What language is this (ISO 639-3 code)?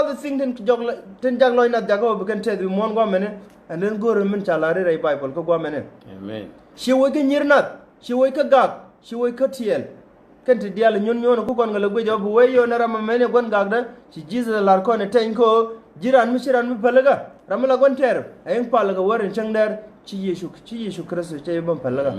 nus